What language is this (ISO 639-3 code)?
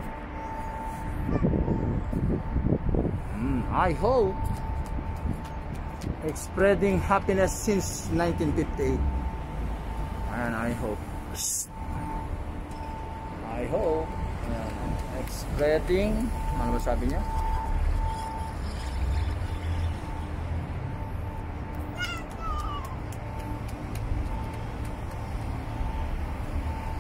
fil